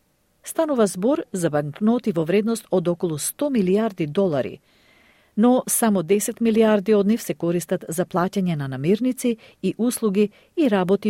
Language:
Macedonian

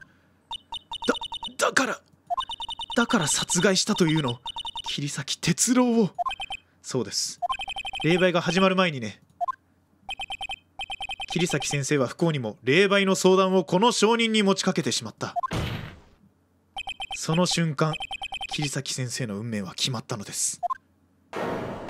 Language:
Japanese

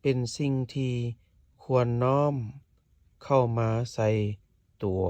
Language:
Lao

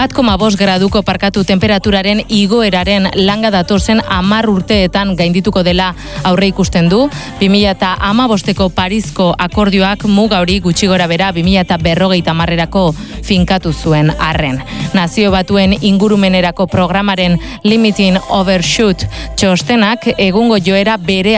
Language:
Basque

